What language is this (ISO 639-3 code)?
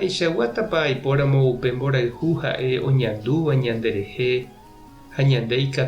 grn